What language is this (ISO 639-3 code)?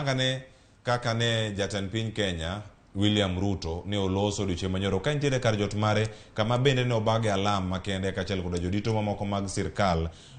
luo